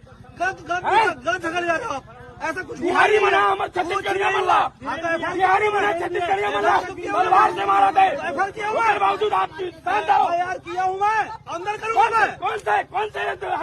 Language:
Chhattisgarhi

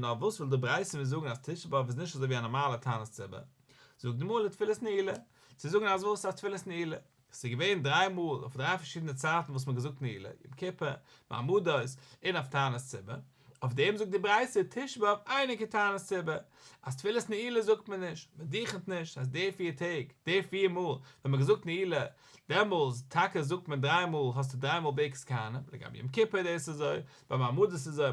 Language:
Yiddish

